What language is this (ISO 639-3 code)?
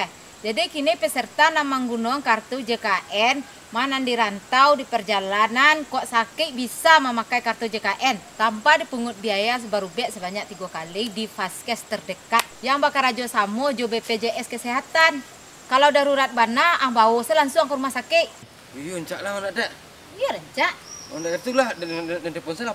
min